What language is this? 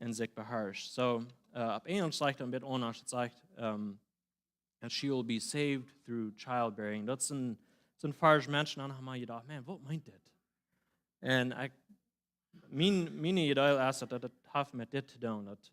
Plautdietsch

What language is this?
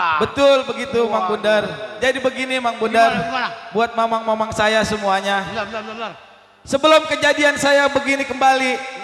Betawi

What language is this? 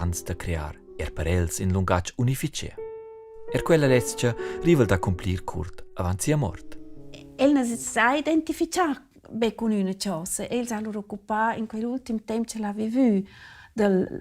Romansh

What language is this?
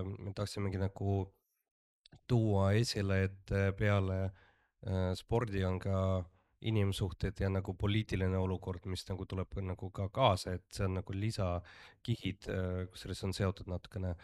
Estonian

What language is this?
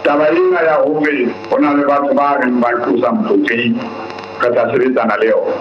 Southern Sotho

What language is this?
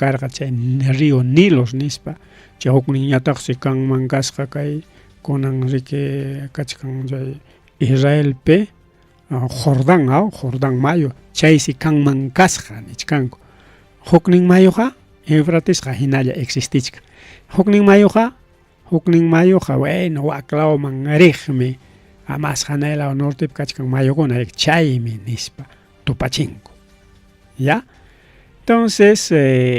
Ayacucho Quechua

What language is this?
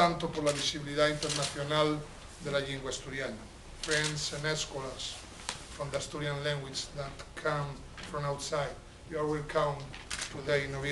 Asturian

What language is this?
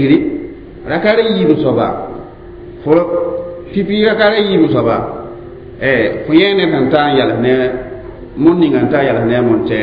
Mossi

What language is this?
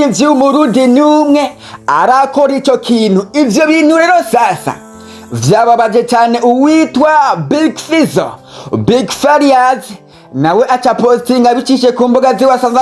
Rundi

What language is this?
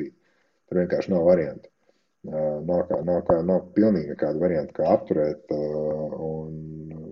Latvian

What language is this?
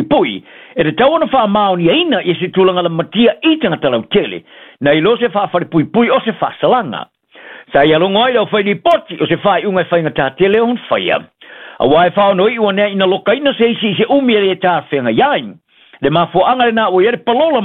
Samoan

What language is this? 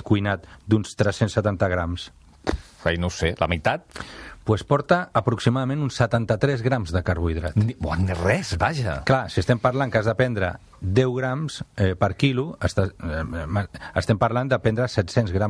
Catalan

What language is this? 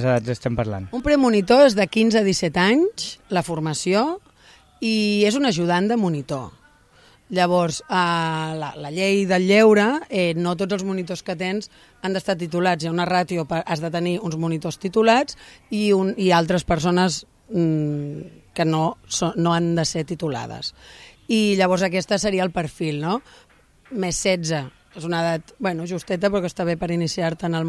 Catalan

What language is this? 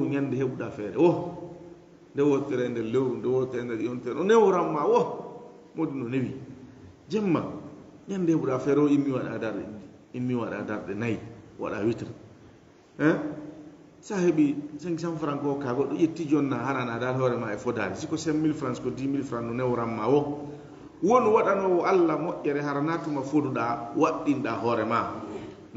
Fula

